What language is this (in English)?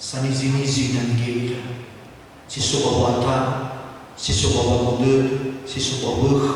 Nias